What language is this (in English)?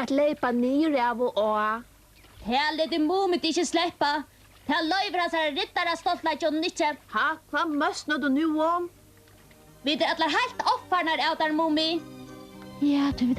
Faroese